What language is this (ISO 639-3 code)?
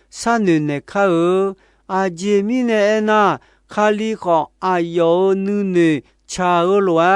ahk